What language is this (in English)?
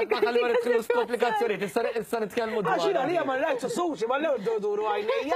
Maltese